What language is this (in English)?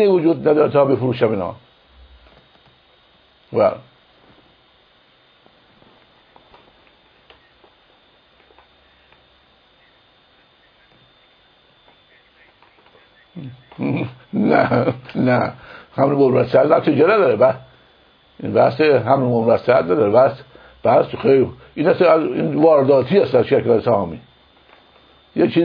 Persian